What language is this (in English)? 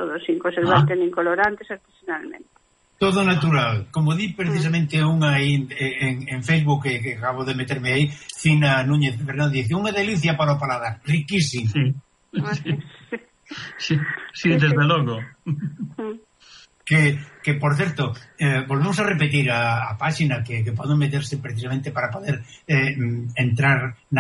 Galician